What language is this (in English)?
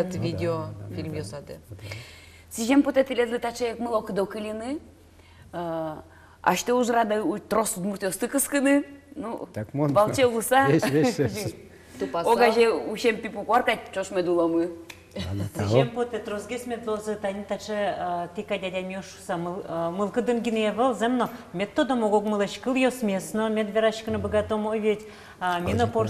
Udmurt